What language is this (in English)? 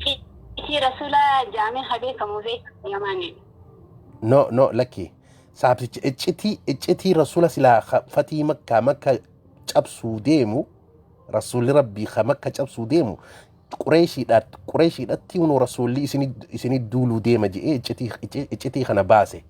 Oromo